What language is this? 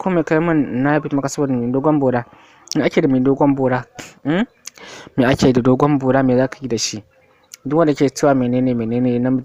Hausa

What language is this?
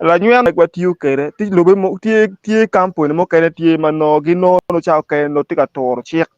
Acoli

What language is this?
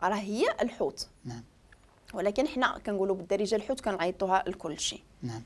Moroccan Arabic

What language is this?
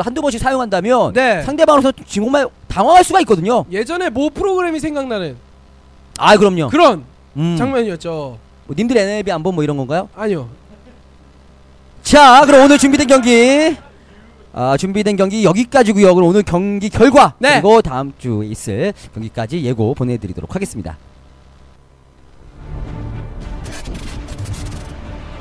Korean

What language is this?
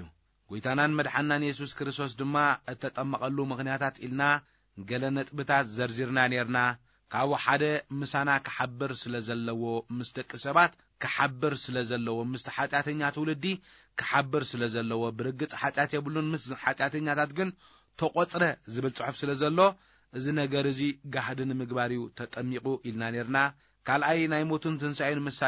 Tigrinya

